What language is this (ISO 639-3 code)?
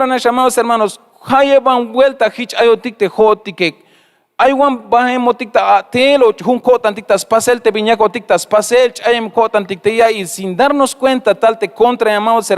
tzh